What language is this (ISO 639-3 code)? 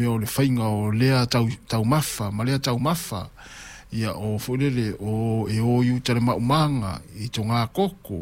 smo